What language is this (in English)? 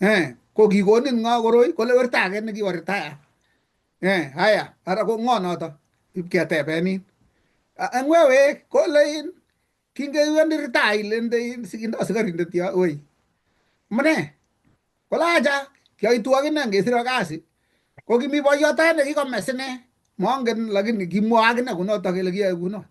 Kalenjin